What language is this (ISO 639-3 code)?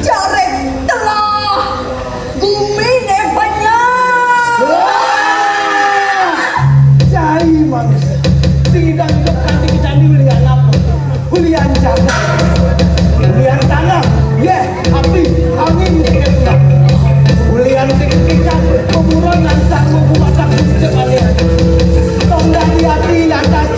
ban